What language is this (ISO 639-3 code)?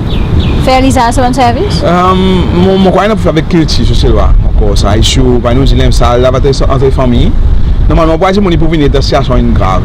crs